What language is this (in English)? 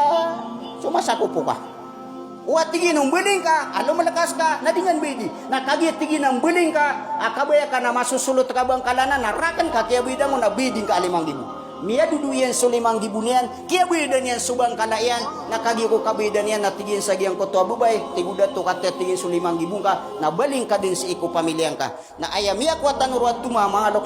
Maranao